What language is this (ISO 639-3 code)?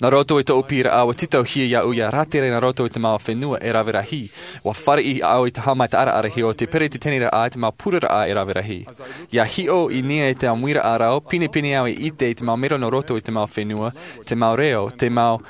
tah